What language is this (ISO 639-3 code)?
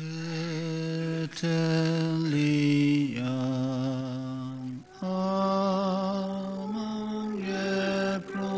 njo